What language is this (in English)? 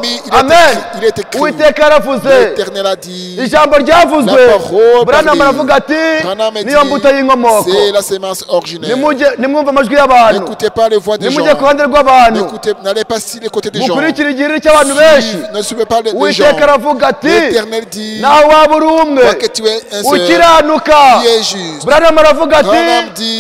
Kinyarwanda